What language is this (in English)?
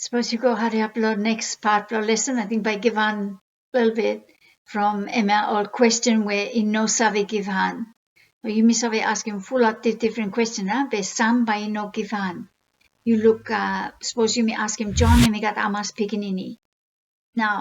Bislama